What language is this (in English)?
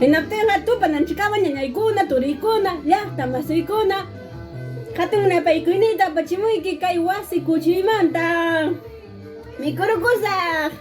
Ayacucho Quechua